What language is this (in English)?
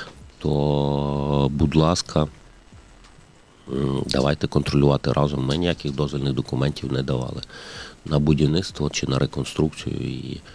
Ukrainian